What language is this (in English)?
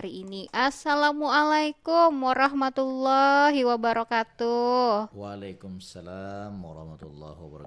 Banjar